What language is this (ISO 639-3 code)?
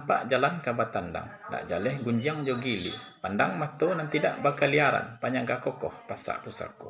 min